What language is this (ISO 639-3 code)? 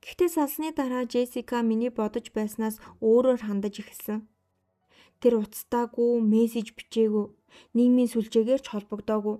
mon